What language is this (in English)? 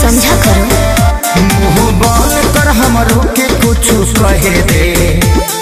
Bhojpuri